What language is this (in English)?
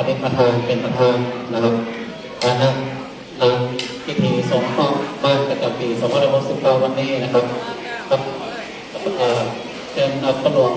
Pali